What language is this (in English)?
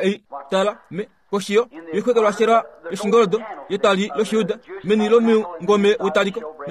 Kuanyama